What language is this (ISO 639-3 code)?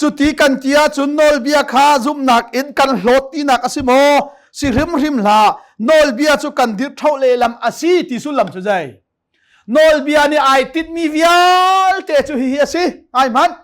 cnh